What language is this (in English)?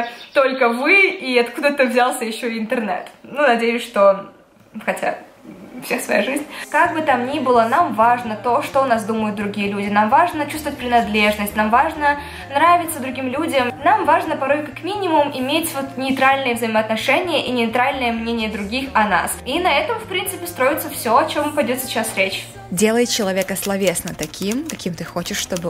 Russian